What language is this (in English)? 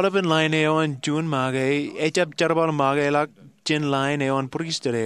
Marshallese